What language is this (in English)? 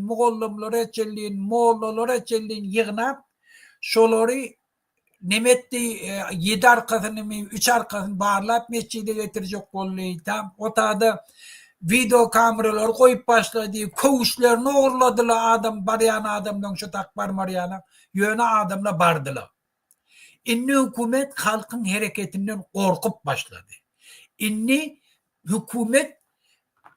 Turkmen